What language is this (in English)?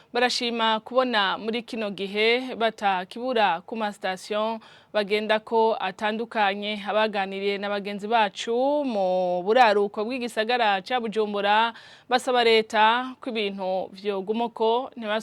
Rundi